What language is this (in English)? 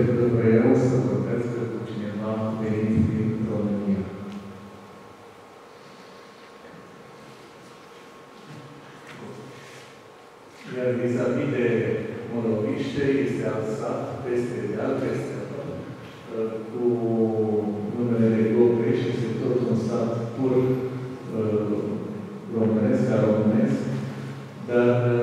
Romanian